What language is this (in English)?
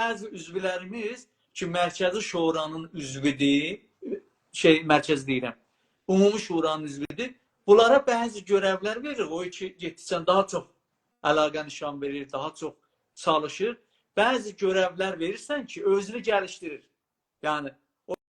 South Azerbaijani